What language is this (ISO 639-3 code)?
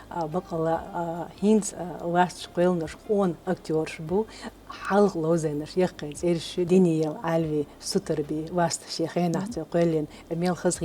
che